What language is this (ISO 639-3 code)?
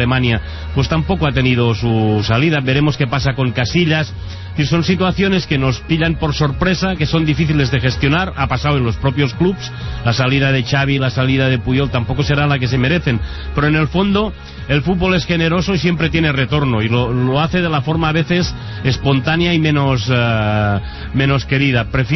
spa